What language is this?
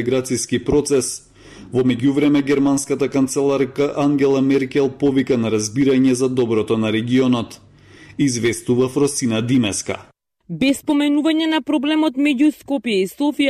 Macedonian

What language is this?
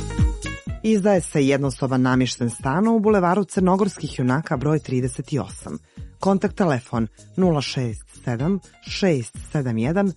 Serbian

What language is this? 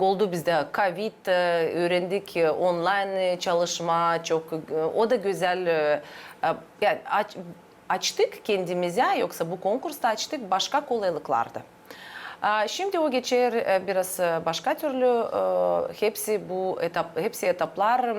Gagauz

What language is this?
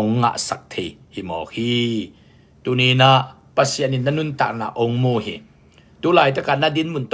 Tedim Chin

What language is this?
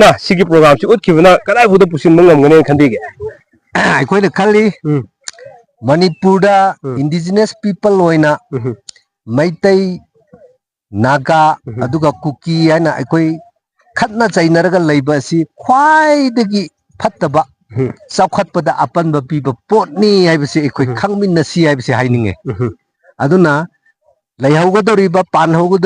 Manipuri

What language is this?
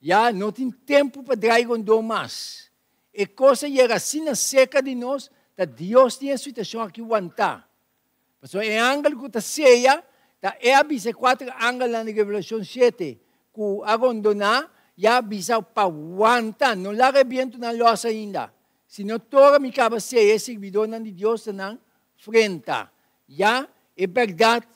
Papiamento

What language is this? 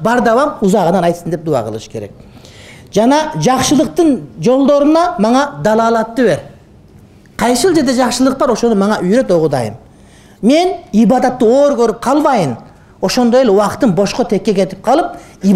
Kyrgyz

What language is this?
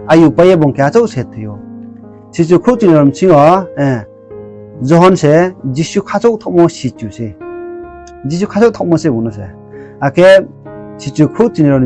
Riang (India)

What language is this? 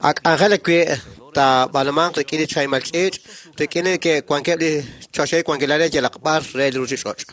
Kekchí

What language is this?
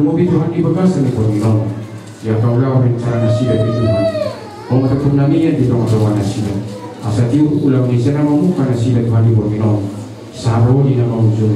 Batak Toba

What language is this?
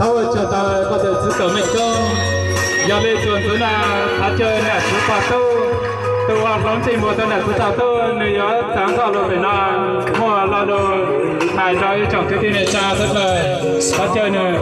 Hmong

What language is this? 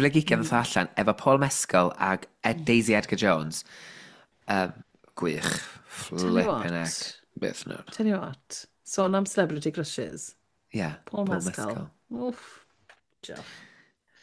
Welsh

